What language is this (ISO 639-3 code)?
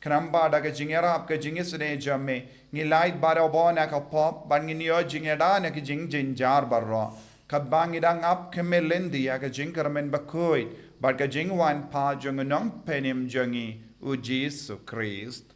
kha